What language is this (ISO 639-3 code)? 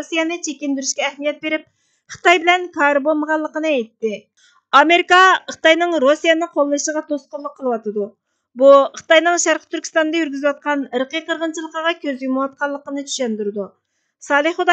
uig